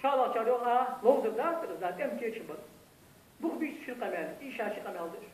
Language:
Ingush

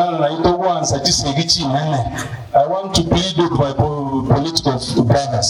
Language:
Gusii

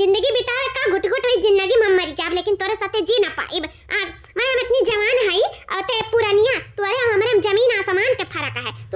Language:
Awadhi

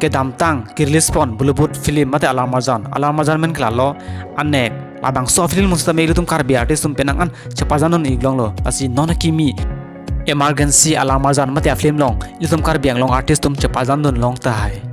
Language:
Karbi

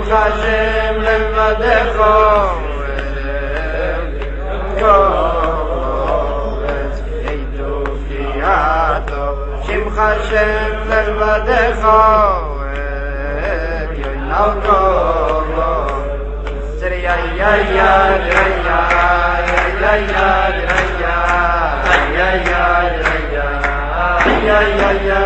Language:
Hebrew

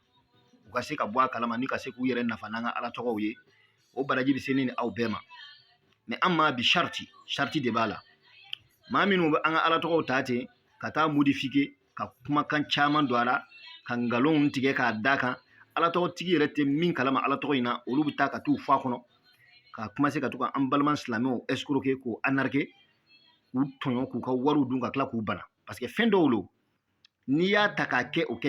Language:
Bambara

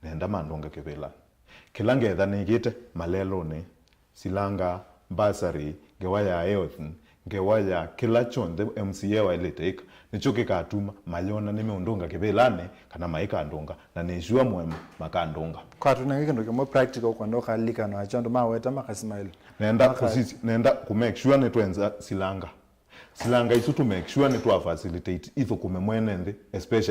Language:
Kamba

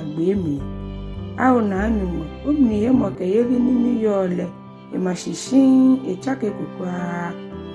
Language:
Ga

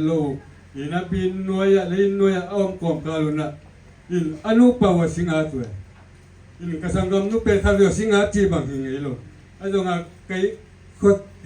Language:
Tedim Chin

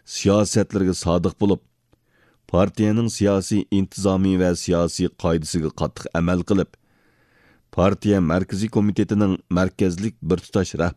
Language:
Uyghur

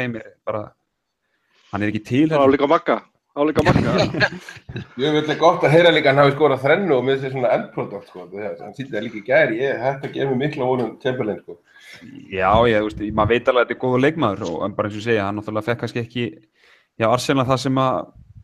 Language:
Icelandic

